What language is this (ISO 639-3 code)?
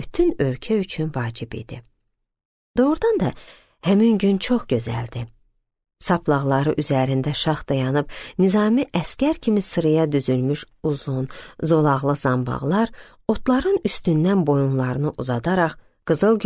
aze